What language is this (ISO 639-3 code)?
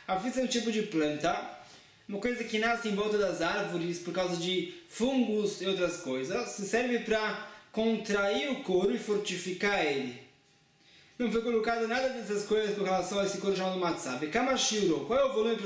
por